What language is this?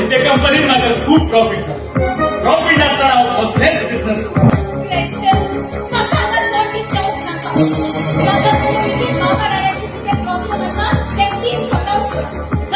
Konkani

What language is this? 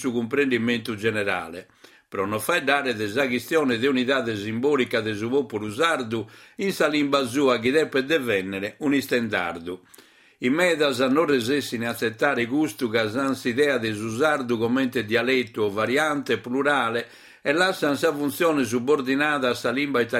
Sardinian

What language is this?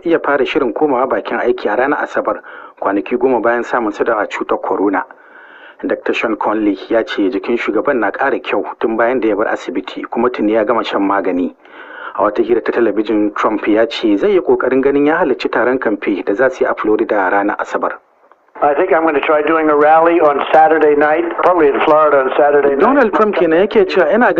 Hausa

